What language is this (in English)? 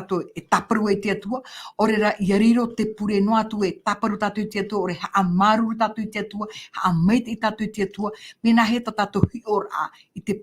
Tahitian